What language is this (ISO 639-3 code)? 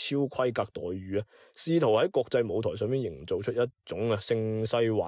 yue